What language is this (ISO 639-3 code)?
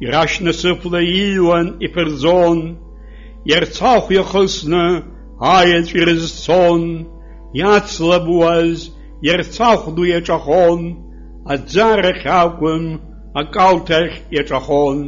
abk